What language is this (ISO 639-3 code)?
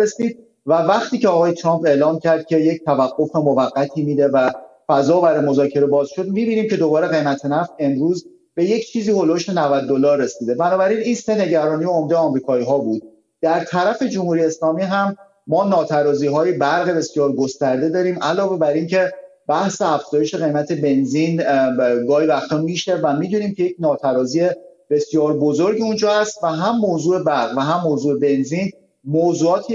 fas